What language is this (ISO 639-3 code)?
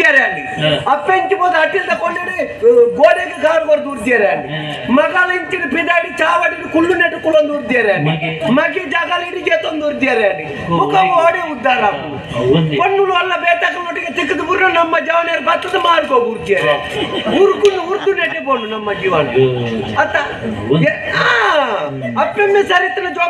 tcy